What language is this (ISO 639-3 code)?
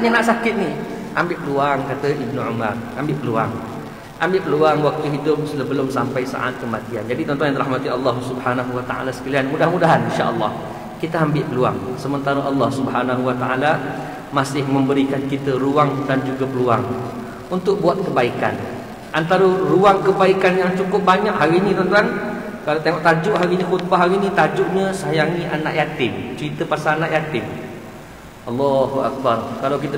msa